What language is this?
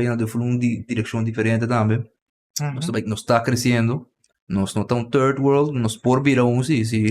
Papiamento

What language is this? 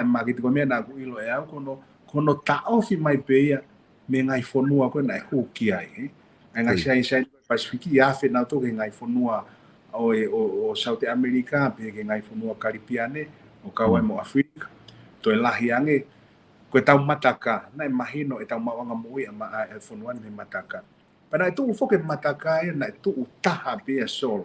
Tongan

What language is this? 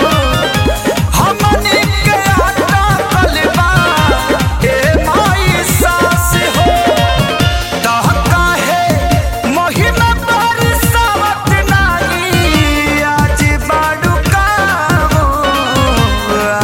Bhojpuri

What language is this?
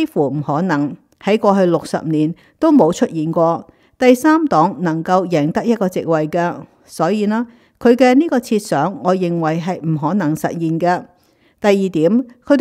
Cantonese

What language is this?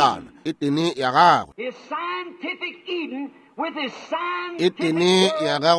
Northern Sotho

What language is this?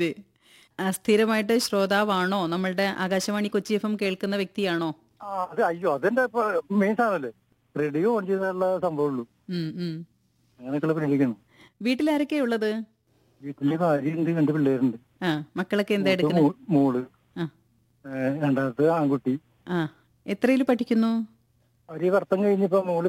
Malayalam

